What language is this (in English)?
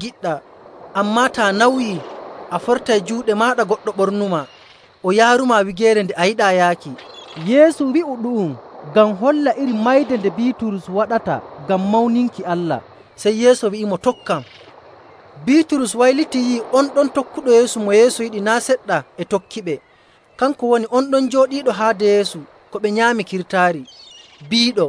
Nigerian Fulfulde